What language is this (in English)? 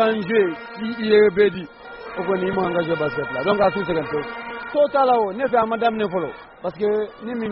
Bambara